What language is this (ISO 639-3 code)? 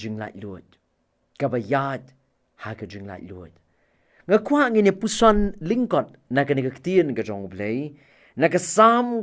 kha